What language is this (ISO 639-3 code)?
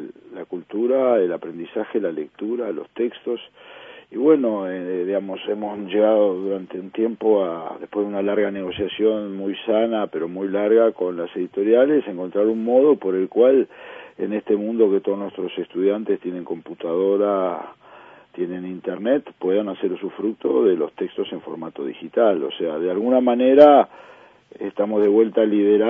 spa